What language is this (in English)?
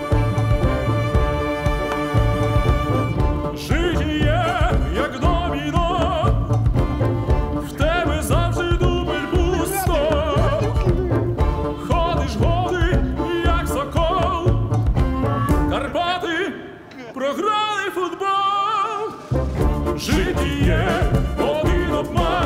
Ukrainian